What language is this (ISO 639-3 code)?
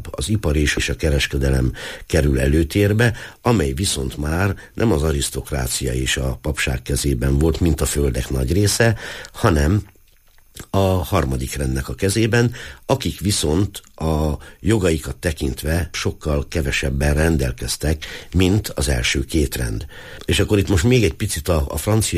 hun